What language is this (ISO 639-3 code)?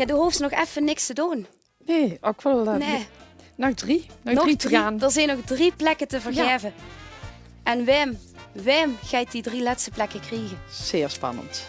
lim